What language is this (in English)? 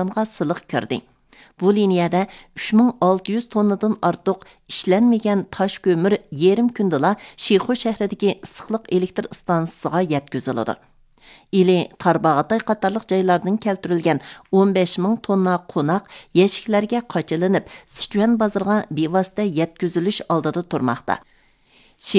Uyghur